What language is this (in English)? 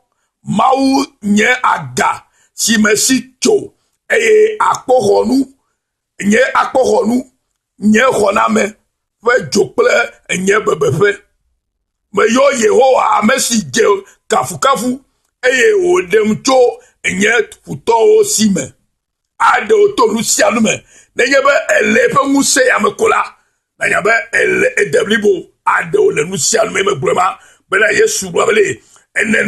Ewe